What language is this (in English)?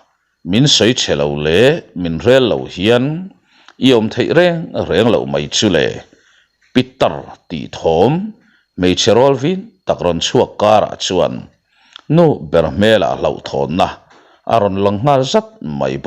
Mizo